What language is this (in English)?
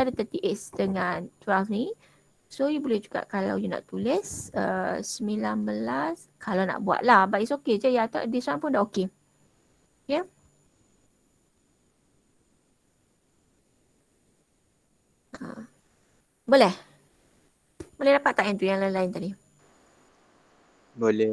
Malay